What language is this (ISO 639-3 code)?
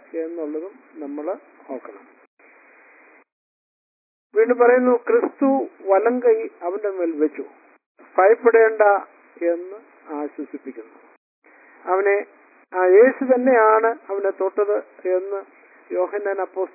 mal